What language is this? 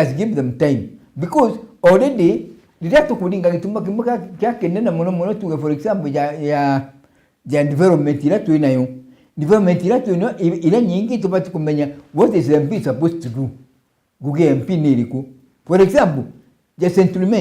Meru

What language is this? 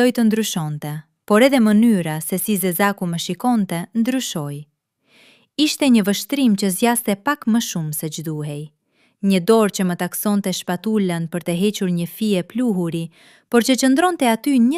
Albanian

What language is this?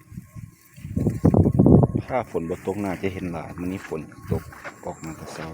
Lao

